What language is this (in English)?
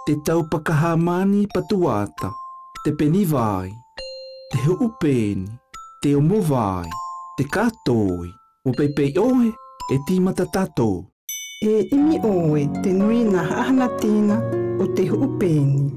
South Marquesan